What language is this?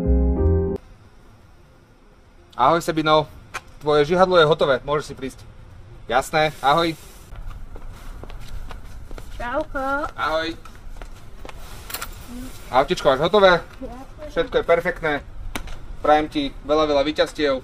Slovak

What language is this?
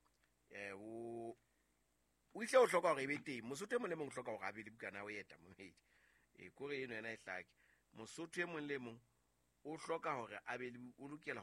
Southern Sotho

